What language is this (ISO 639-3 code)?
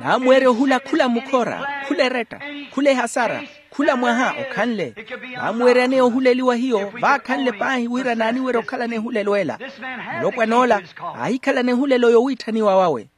vmw